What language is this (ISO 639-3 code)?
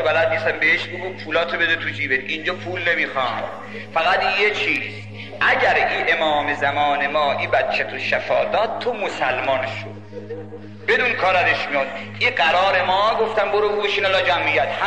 fas